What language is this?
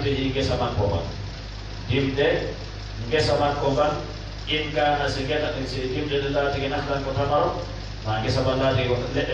Fula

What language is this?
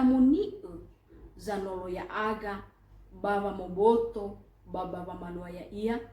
Nias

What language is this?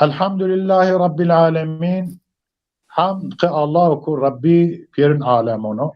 Zaza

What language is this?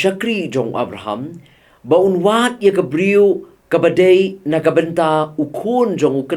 Khasi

